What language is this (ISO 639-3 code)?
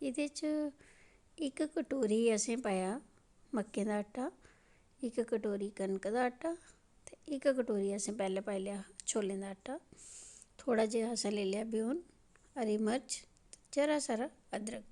doi